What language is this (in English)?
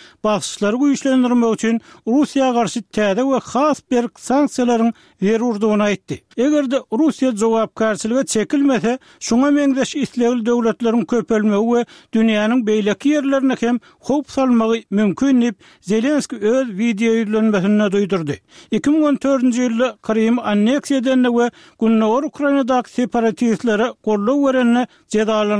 Turkmen